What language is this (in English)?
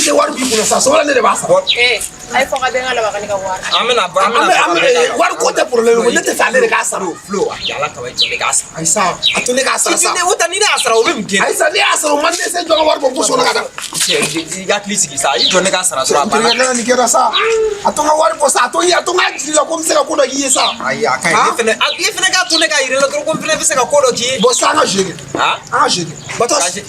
Bambara